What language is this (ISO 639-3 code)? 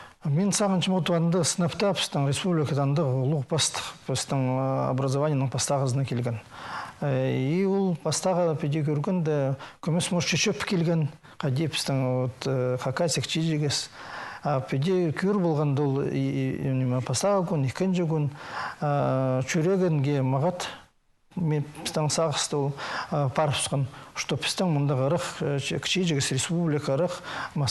kjh